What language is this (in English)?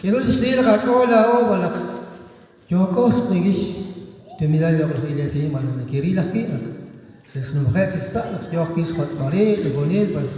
Kekchí